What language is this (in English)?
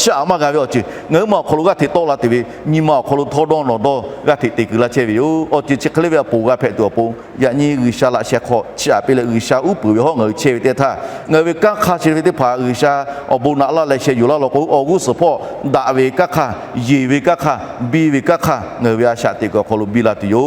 Lahu